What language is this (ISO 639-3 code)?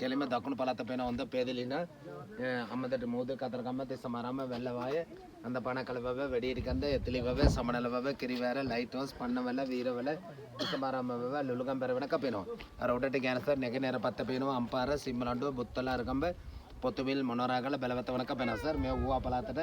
sin